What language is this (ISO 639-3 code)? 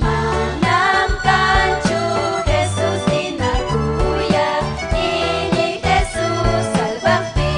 quy